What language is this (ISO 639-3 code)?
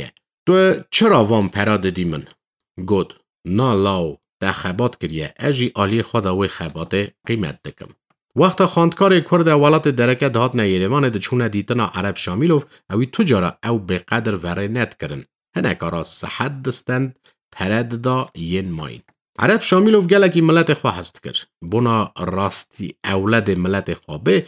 kur